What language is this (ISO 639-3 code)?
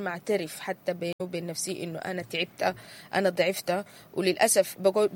apd